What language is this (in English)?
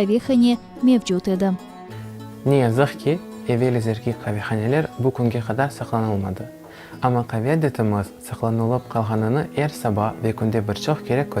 Crimean Tatar